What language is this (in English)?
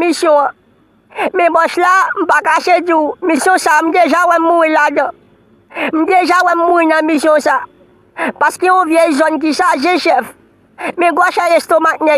Haitian Creole